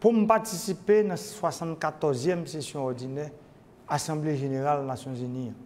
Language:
Haitian Creole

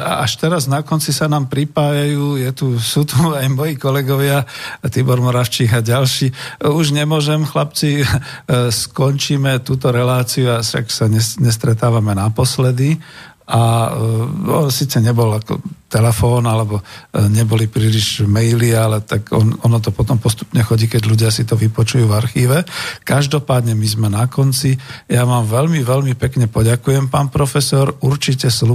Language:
Slovak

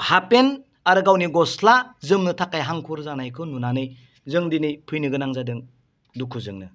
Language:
Bodo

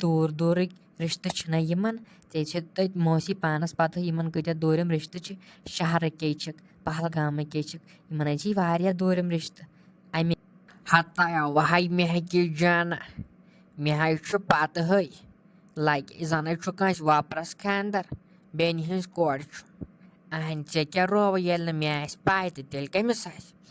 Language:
Kashmiri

